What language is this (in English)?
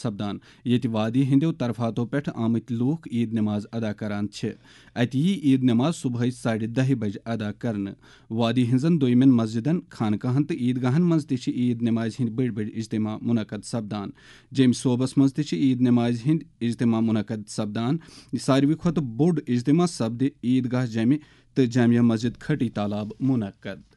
Kashmiri